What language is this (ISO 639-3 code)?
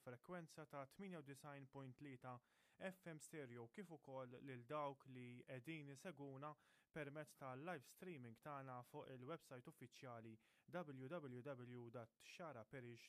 mlt